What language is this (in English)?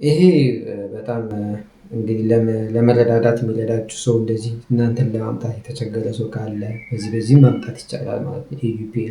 Amharic